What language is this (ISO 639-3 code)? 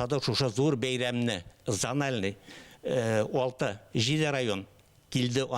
bak